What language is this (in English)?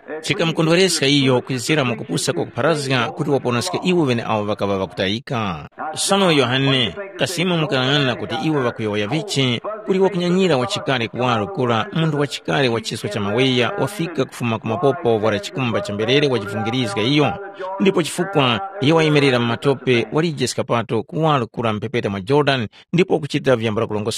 Tumbuka